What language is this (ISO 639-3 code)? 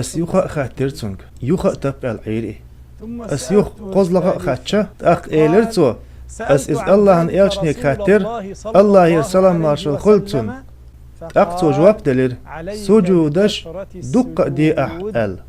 che